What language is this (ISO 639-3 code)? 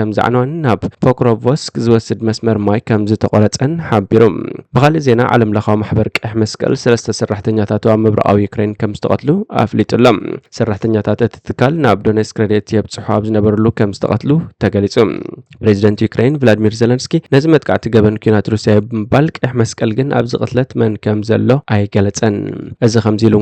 tir